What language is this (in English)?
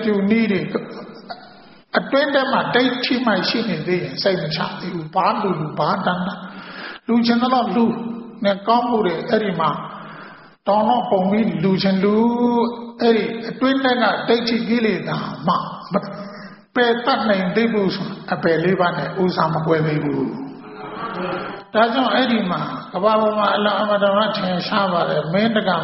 Burmese